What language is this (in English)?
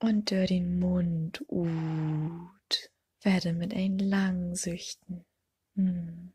Low German